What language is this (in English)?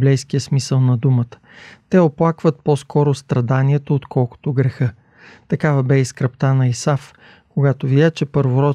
Bulgarian